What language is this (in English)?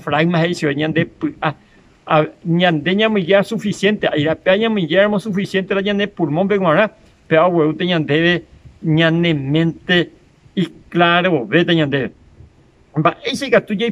Guarani